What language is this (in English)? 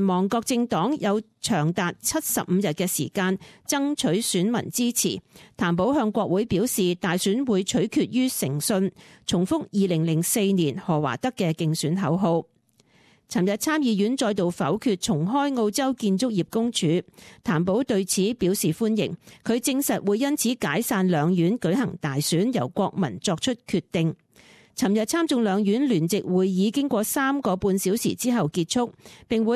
Cantonese